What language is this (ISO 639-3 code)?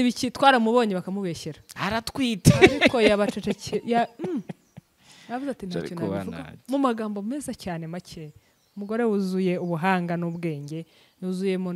kin